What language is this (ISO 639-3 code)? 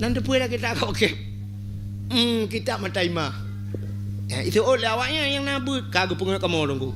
ace